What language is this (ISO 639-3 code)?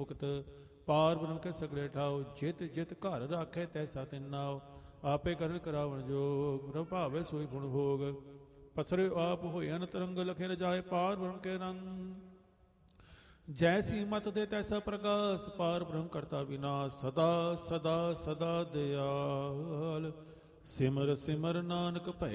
pan